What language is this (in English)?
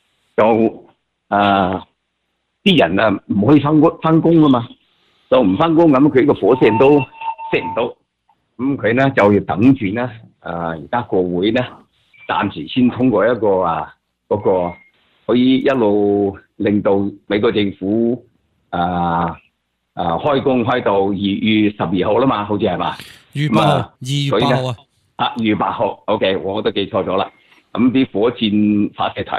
Cantonese